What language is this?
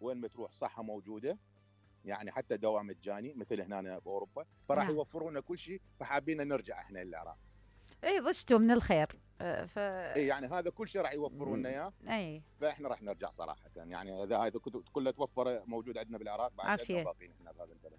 Mesopotamian Arabic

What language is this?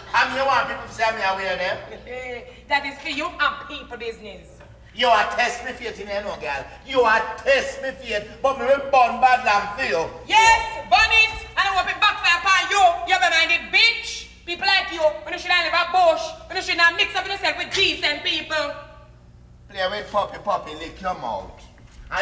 Jamaican Creole English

